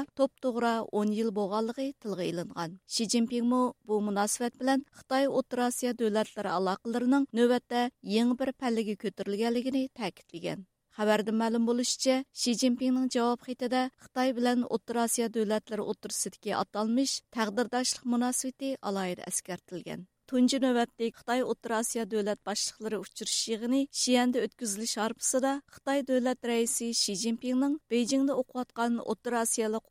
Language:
Uyghur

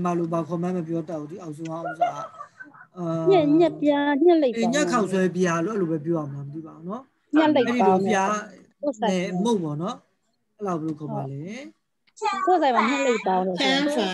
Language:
Burmese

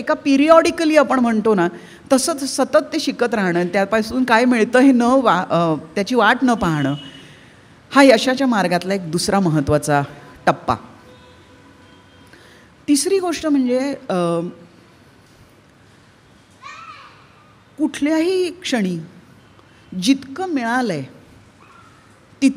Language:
Marathi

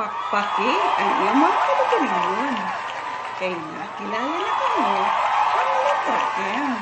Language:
Waray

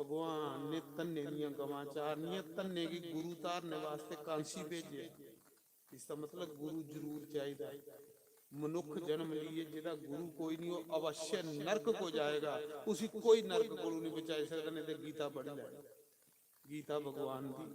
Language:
Dogri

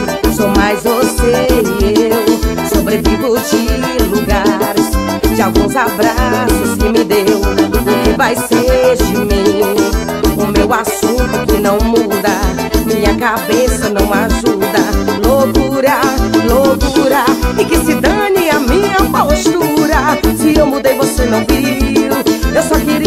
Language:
Portuguese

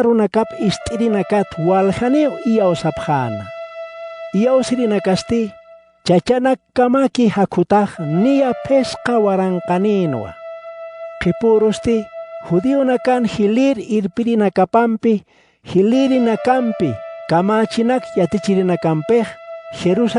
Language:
Aymara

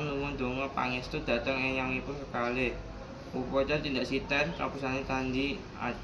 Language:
Javanese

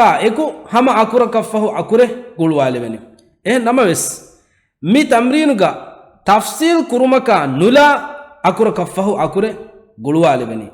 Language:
Divehi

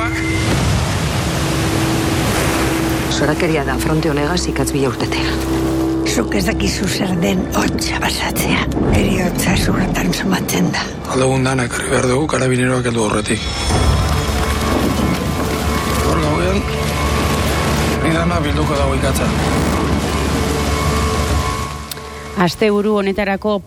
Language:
Basque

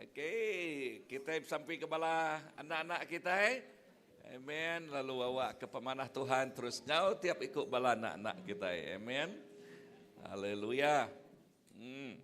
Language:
Iban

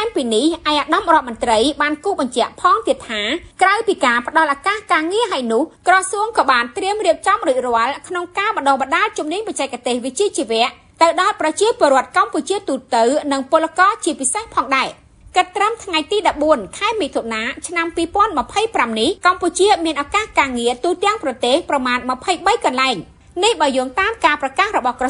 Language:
Khmer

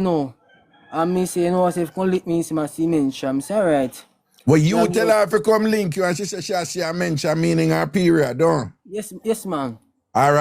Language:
Jamaican Creole English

